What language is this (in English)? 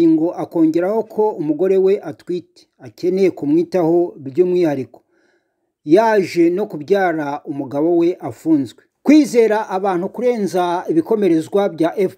Kinyarwanda